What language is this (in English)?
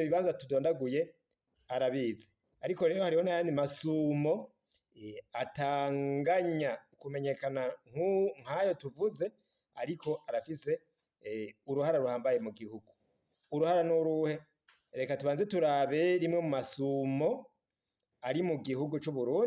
Rundi